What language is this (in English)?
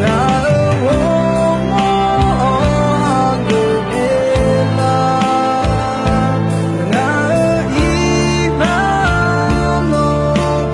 Akha